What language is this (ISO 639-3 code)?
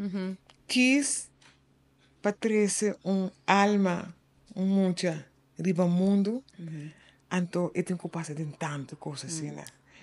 pap